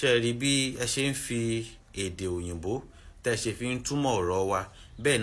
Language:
Yoruba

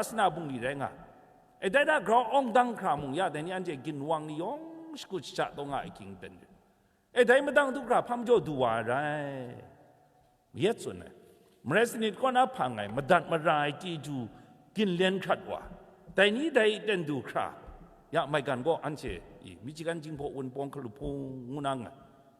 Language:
Kachin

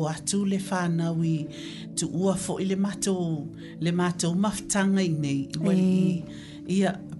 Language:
Samoan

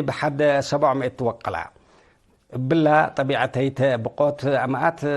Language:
Tigre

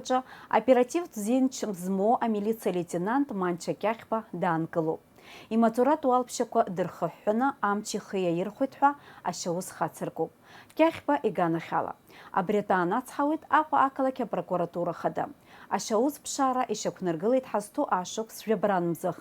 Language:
Abkhazian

